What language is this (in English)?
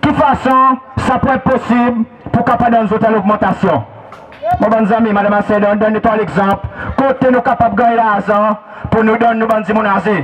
Seselwa Creole French